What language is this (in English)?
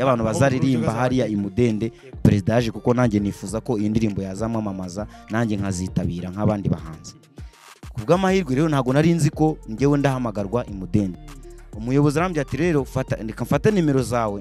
Kinyarwanda